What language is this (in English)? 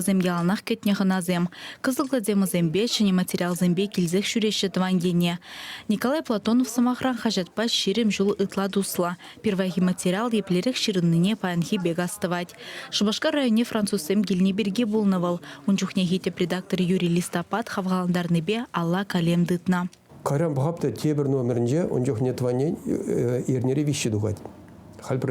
Chuvash